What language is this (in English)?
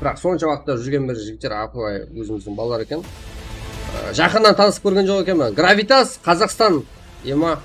Kara-Kalpak